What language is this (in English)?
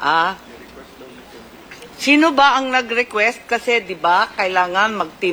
Filipino